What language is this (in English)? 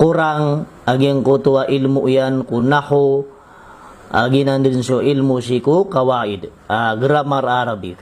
Maranao